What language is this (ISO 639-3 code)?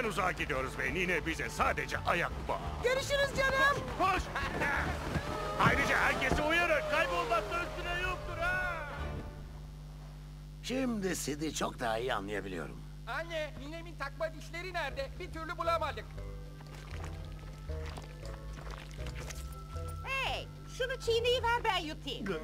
tur